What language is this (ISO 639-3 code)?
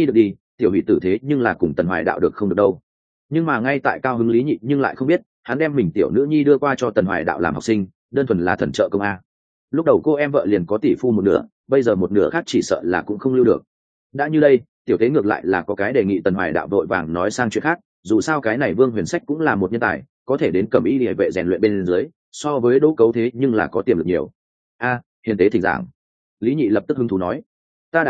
vie